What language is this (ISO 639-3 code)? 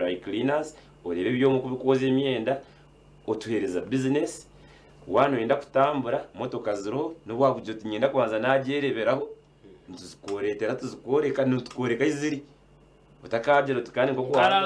nyn